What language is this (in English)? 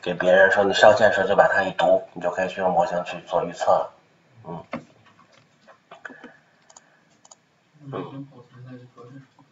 Chinese